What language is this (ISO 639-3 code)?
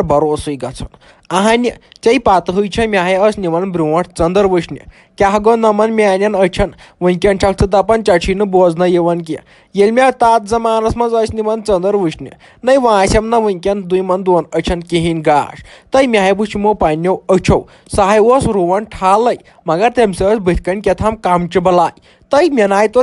kas